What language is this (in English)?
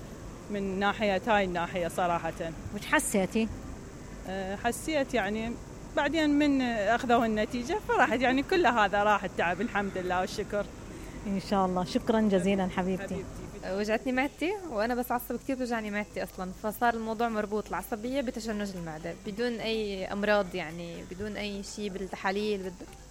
Mesopotamian Arabic